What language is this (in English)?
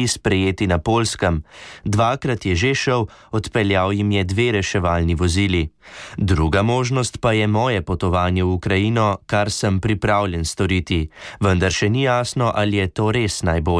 Slovenian